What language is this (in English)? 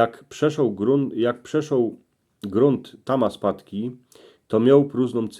Silesian